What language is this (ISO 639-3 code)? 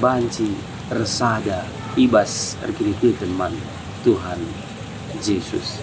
btx